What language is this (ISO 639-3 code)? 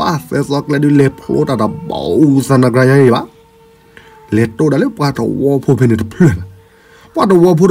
ksw